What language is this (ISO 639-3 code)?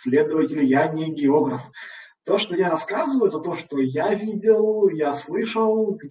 rus